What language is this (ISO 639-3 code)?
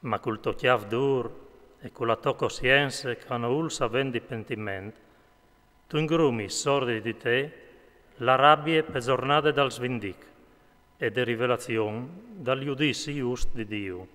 fur